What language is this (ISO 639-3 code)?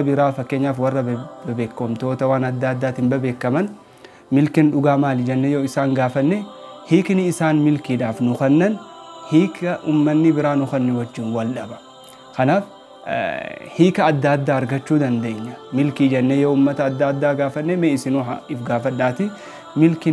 orm